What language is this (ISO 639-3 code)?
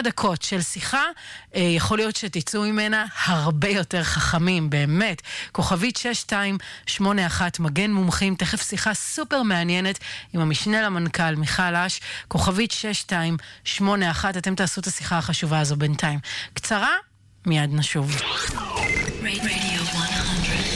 heb